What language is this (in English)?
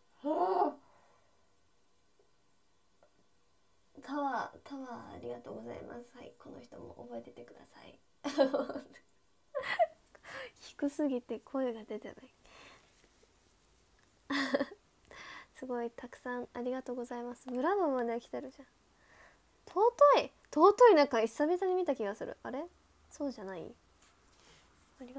Japanese